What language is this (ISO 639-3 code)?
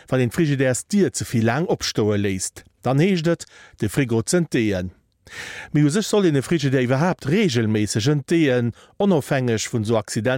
ltz